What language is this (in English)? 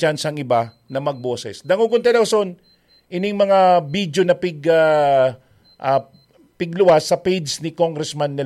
Bikol